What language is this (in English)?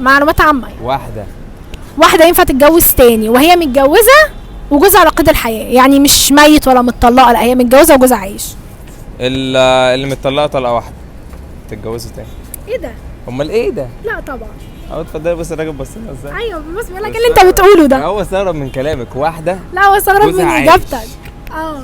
Egyptian Arabic